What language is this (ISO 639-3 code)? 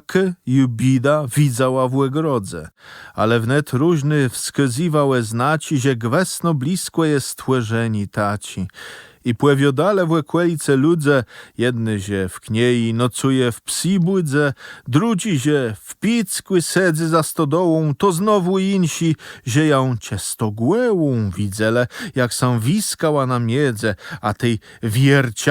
csb